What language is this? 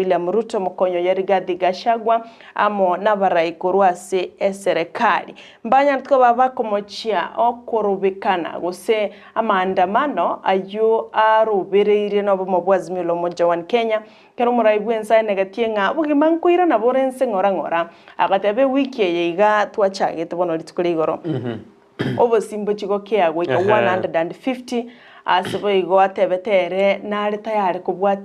Gusii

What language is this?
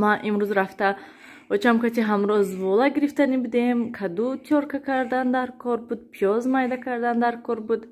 Tajik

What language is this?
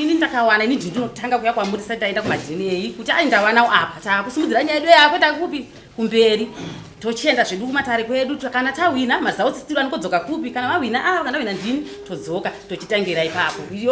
Shona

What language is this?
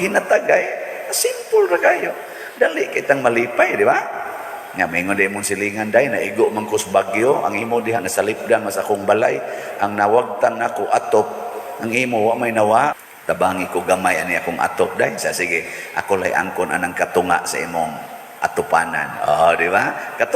Cebuano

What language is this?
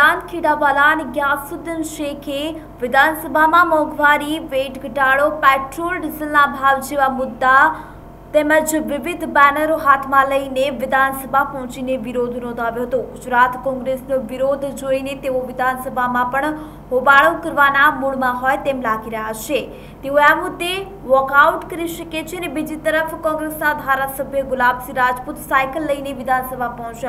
Gujarati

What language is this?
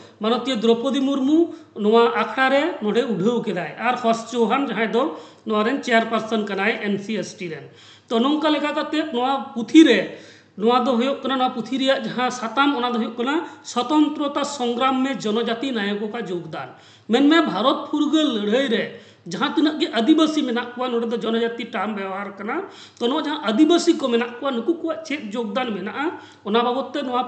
Santali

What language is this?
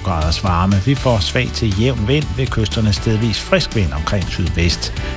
Danish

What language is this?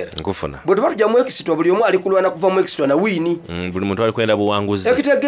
Soga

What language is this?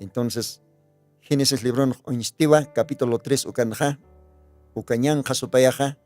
Aymara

